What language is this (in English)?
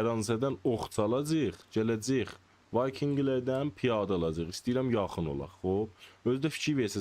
South Azerbaijani